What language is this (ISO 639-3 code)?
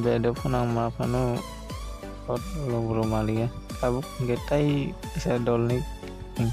trp